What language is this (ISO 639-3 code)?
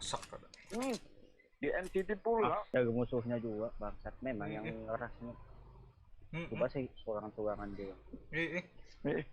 bjn